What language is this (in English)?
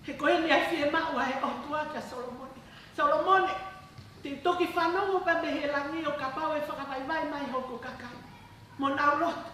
Tongan